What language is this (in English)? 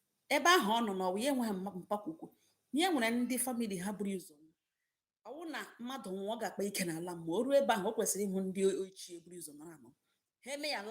Igbo